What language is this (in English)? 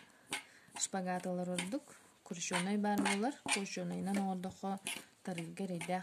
Yakut